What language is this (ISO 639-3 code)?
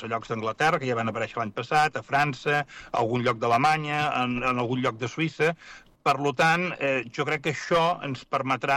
cat